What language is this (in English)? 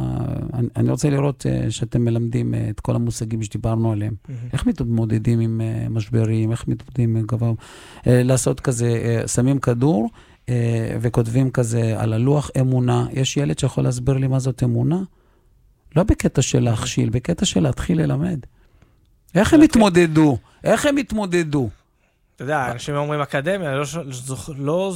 Hebrew